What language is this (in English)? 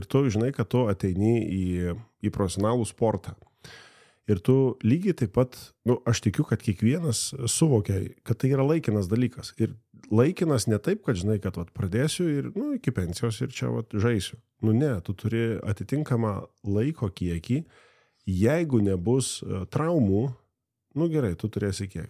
Lithuanian